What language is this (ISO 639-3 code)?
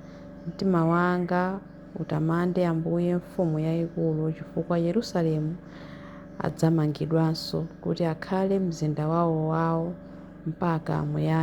nya